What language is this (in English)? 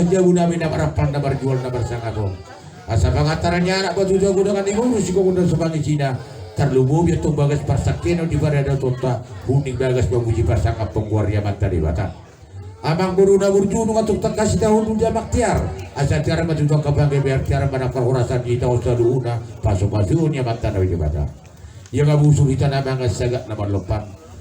Batak Toba